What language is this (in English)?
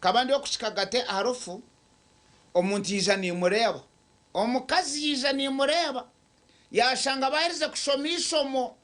Nyankole